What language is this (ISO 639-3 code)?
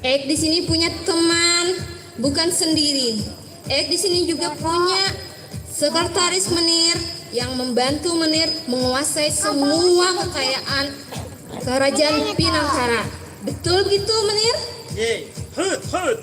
bjn